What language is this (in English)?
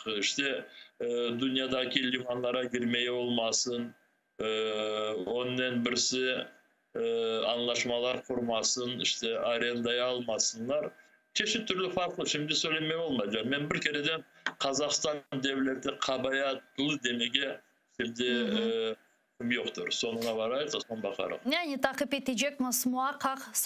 Crimean Tatar